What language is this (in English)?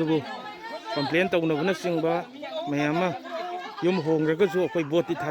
Manipuri